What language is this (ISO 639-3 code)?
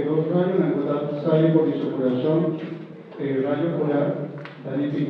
pap